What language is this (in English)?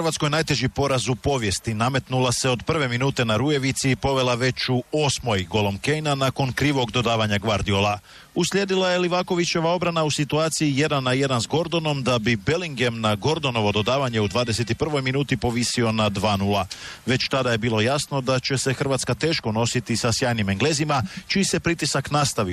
Croatian